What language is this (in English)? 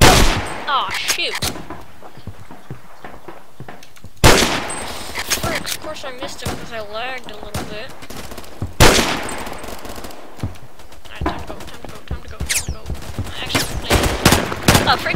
English